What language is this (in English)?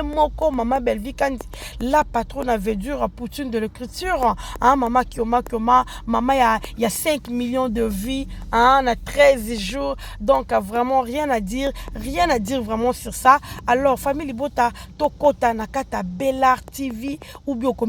Lingala